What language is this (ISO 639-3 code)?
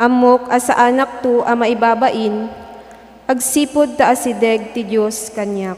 ilo